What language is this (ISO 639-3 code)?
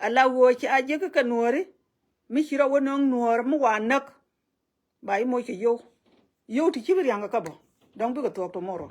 nus